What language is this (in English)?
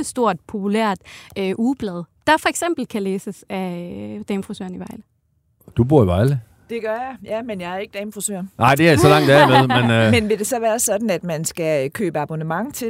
Danish